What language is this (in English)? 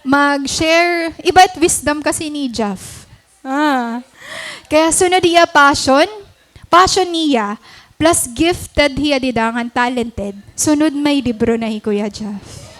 Waray